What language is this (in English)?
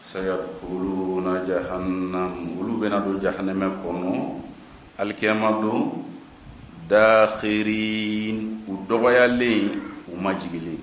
Bambara